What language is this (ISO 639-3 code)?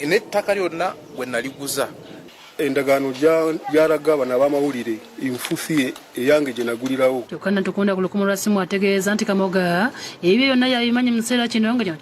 lug